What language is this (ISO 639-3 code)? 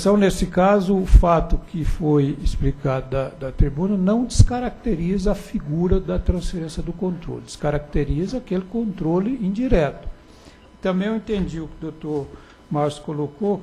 por